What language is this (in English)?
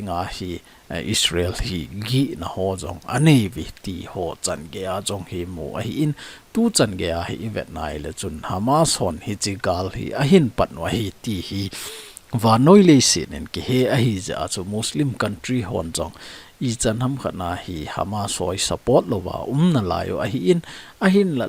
Thado Chin